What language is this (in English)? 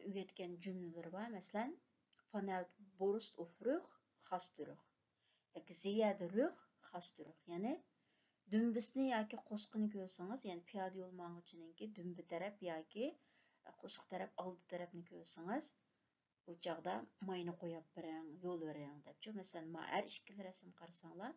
Uyghur